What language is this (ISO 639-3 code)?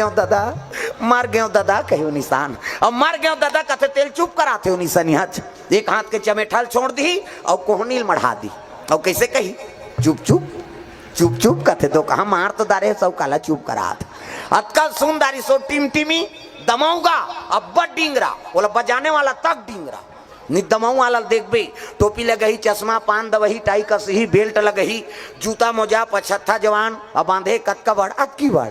hne